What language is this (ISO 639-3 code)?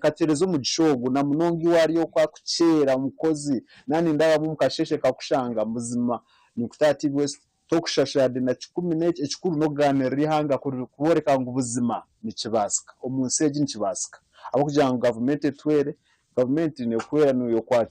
nyn